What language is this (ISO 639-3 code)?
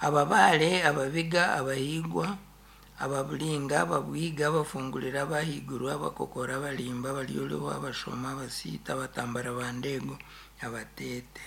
nyn